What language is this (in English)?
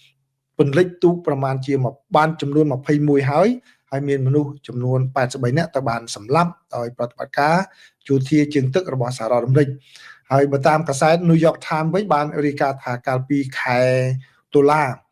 Khmer